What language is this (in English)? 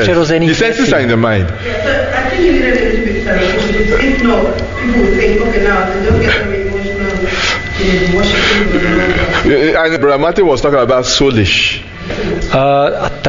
Czech